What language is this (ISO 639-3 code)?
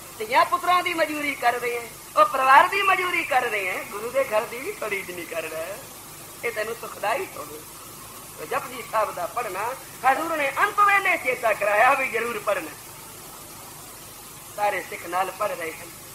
pan